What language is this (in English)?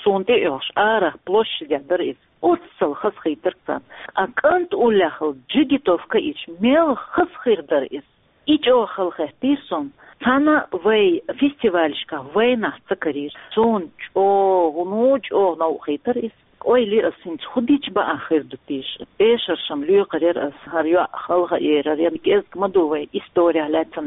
Chechen